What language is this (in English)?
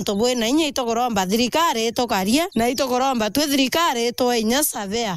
Meru